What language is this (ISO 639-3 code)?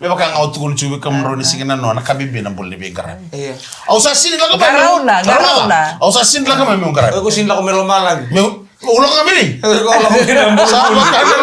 fij